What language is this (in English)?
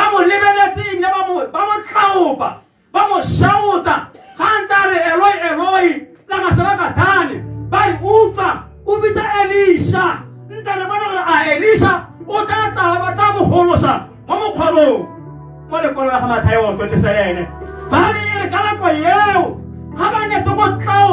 Tswana